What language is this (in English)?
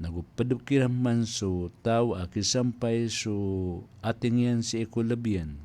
Maranao